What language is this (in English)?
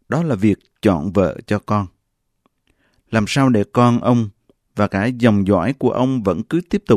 Vietnamese